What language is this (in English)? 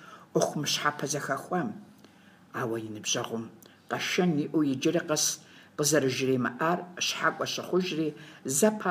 Kabardian